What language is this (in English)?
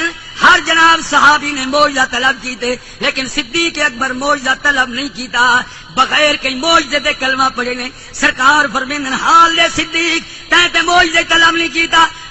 Saraiki